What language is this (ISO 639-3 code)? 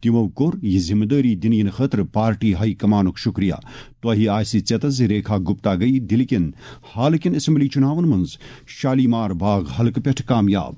kas